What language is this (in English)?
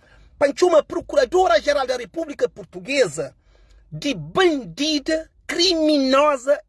Kabuverdianu